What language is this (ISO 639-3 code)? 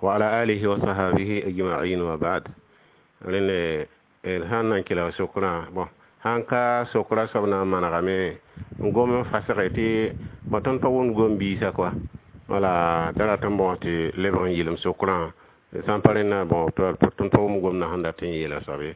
mos